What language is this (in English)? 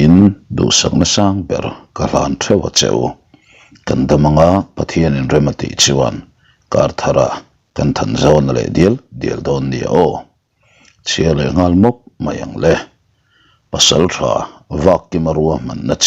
Mizo